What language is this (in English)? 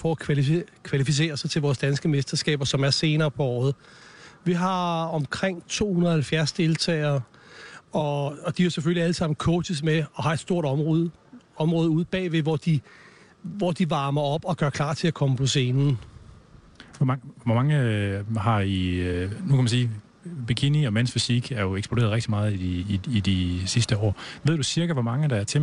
Danish